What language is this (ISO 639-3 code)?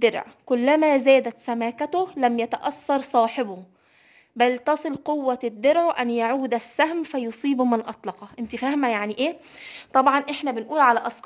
arz